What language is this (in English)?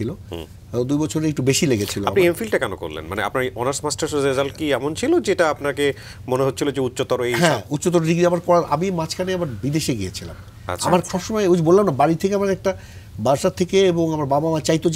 Bangla